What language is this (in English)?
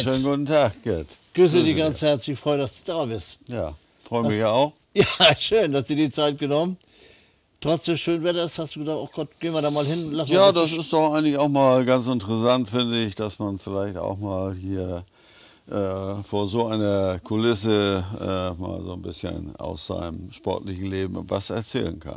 German